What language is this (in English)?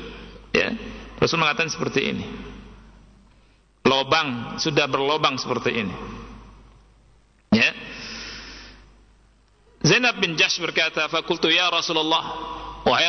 Indonesian